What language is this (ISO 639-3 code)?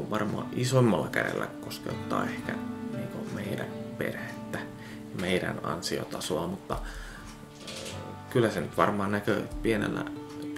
fin